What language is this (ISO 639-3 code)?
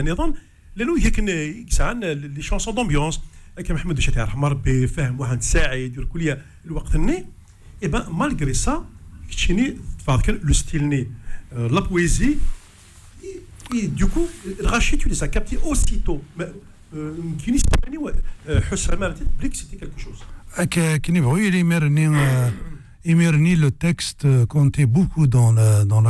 kab